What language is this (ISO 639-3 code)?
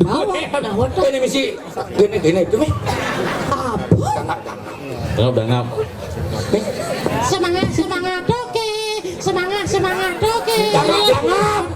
ban